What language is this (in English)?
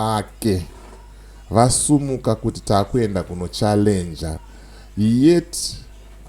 Shona